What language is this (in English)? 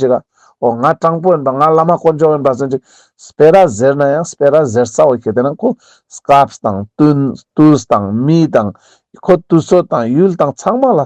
Ladakhi